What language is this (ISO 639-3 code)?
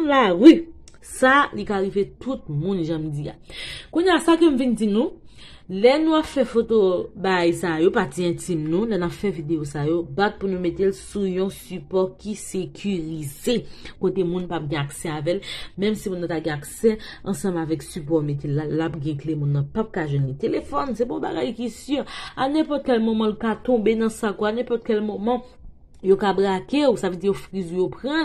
hat